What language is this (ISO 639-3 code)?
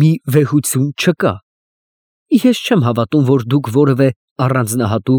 hye